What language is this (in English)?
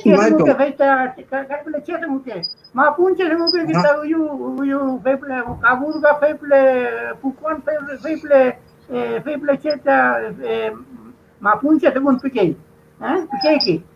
Mapuche